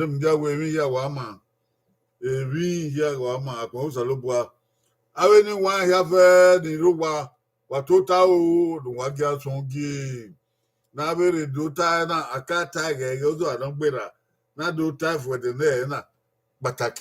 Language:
Bini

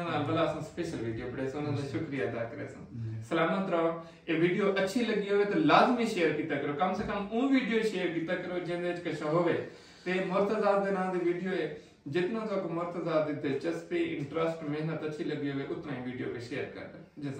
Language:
Saraiki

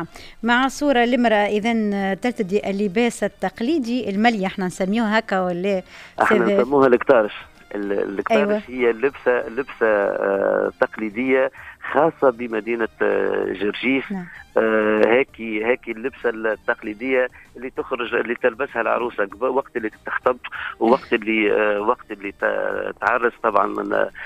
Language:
Tunisian Arabic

